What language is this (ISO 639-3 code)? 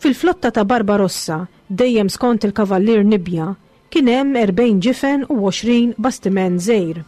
mlt